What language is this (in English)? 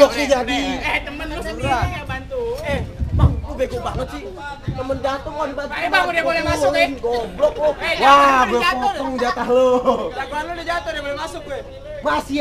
Betawi